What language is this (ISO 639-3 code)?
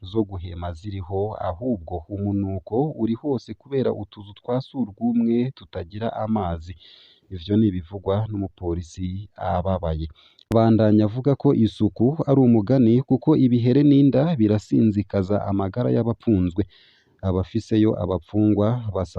run